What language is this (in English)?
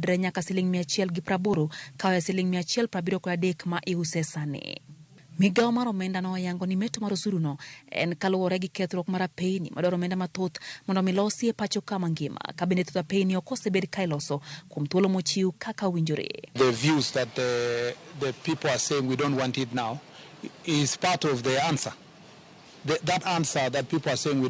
Luo (Kenya and Tanzania)